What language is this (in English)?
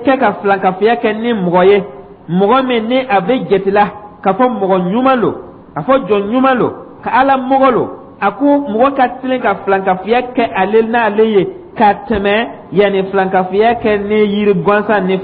Dyula